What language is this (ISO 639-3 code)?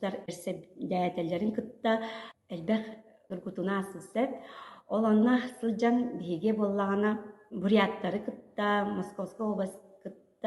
sah